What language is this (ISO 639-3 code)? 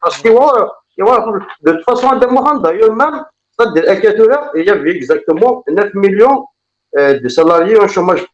kab